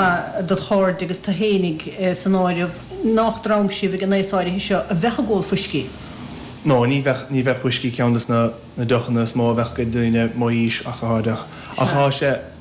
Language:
Irish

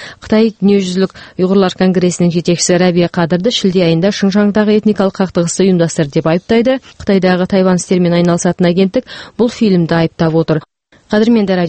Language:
Kazakh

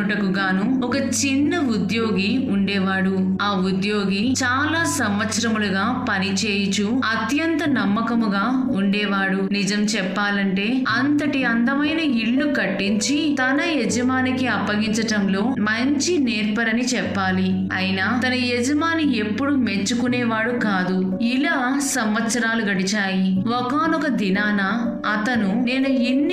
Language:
Telugu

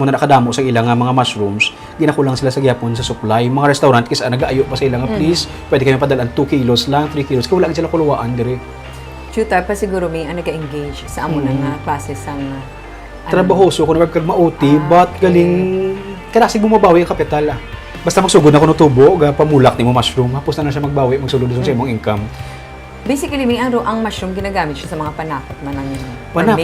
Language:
Hiligaynon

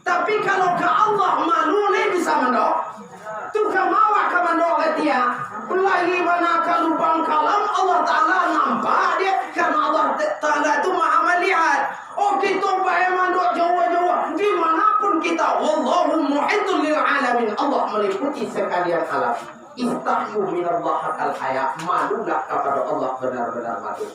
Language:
Minangkabau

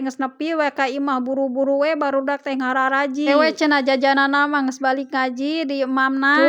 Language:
Sundanese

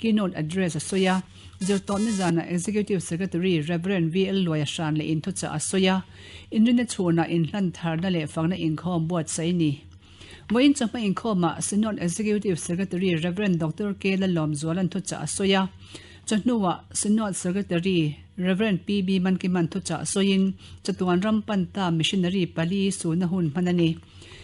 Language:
Mizo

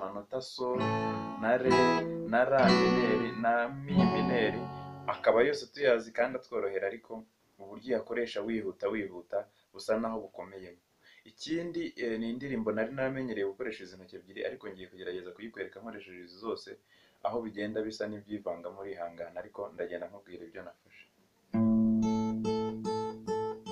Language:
Kinyarwanda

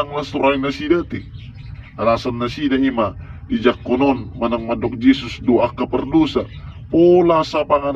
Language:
Batak Toba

